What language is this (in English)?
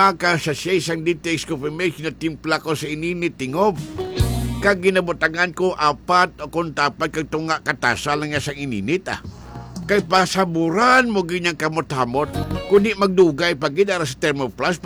Hiligaynon